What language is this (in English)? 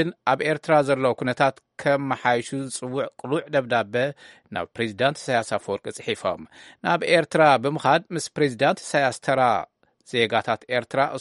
Tigrinya